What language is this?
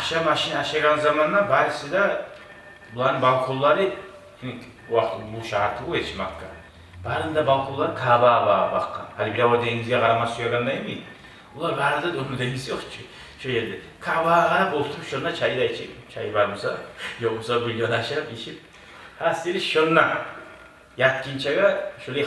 Kumyk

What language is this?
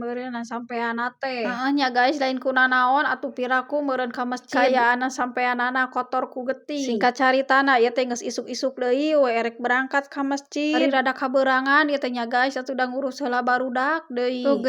Sundanese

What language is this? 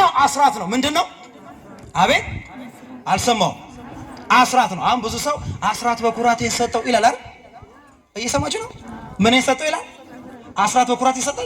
Amharic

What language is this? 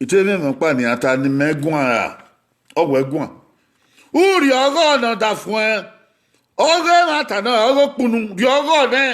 Bini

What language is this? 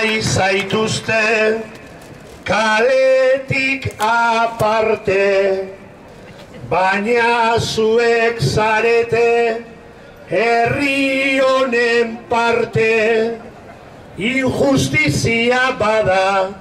Basque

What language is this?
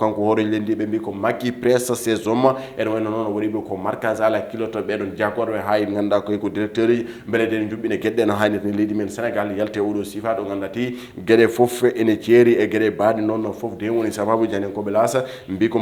Fula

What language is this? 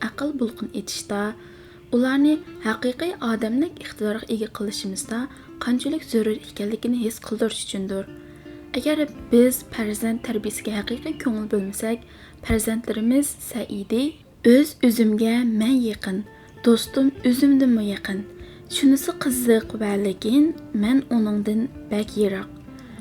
Uyghur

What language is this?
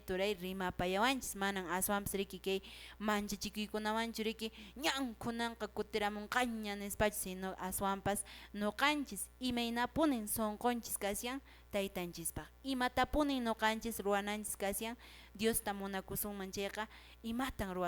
Quechua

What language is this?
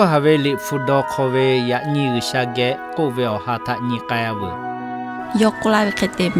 Lahu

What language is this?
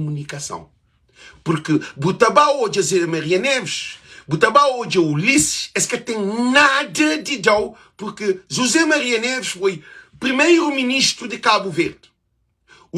Kabuverdianu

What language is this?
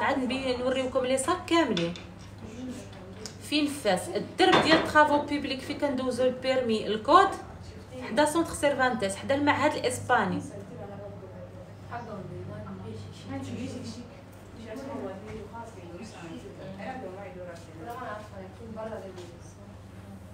Moroccan Arabic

